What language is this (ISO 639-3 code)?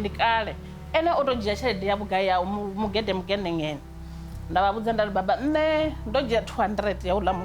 ven